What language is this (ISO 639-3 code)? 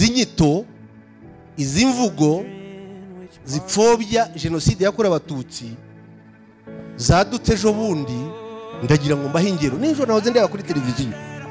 kin